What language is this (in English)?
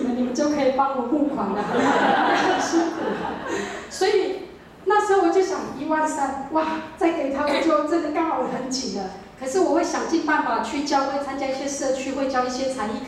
Chinese